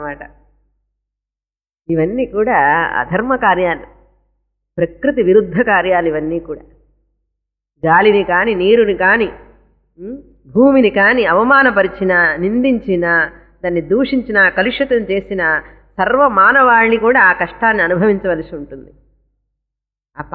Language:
Telugu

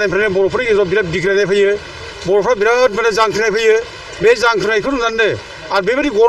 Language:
Bodo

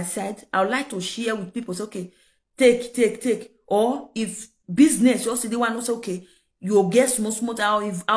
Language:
Nigerian Pidgin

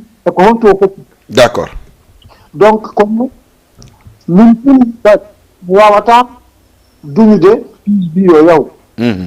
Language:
Fula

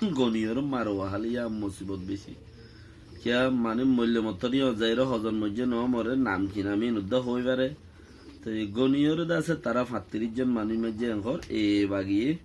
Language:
Rohingya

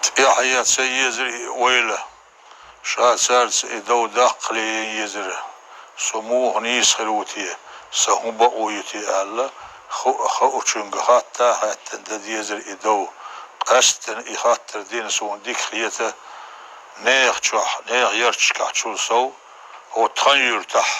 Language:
Chechen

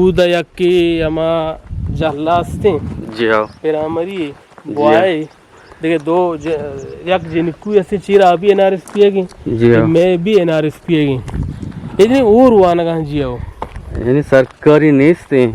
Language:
Eastern Balochi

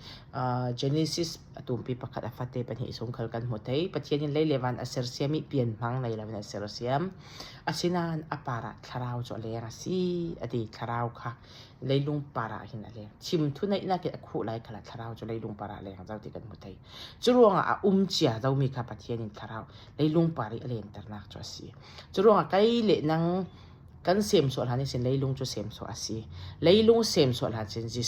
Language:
Falam Chin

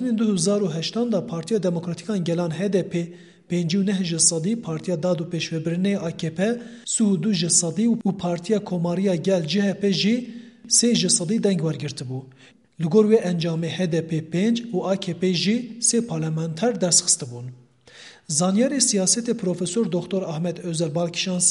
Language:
Kurdish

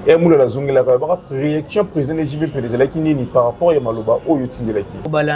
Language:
Lingala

